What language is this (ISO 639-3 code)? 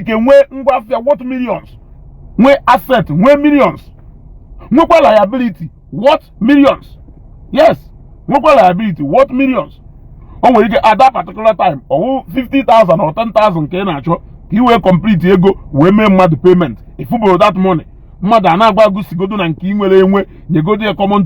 ibo